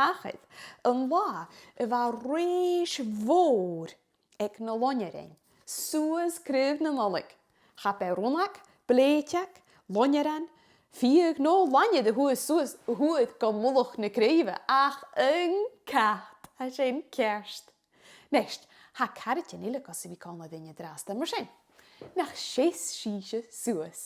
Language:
Scottish Gaelic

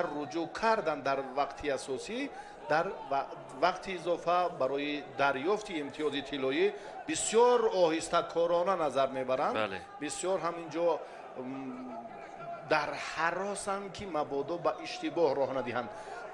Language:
Tajik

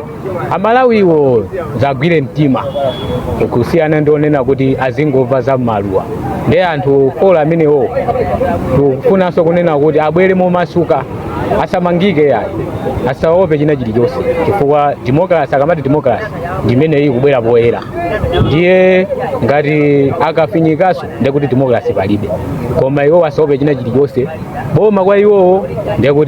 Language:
Nyanja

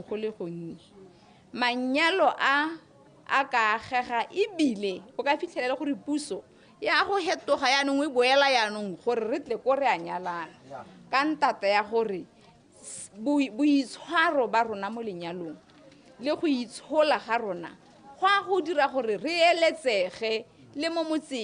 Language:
Tswana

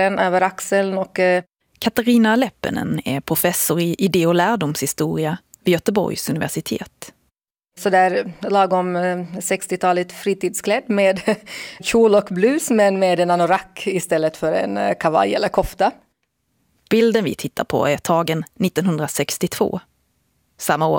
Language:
Swedish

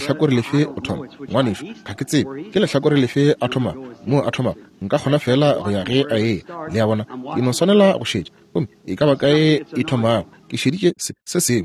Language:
Northern Sotho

